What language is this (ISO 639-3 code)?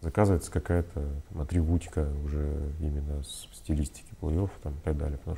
rus